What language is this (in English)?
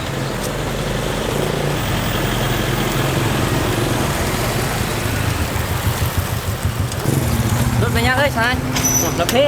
Lao